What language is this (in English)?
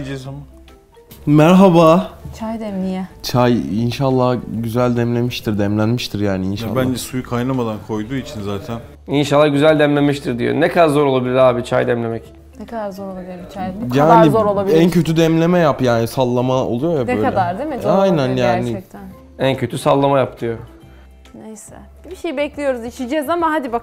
Turkish